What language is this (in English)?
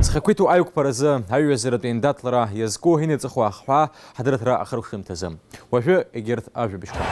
Abkhazian